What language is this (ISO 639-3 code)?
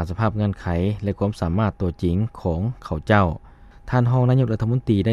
lao